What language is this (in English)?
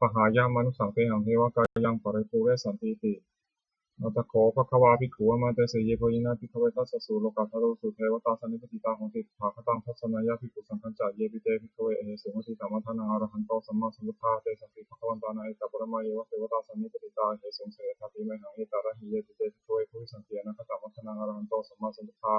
Pali